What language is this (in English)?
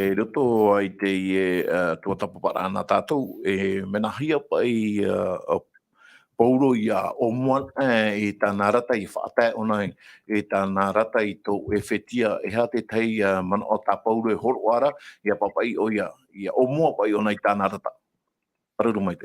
Tahitian